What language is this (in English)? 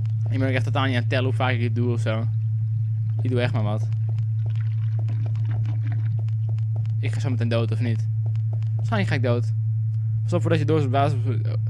Dutch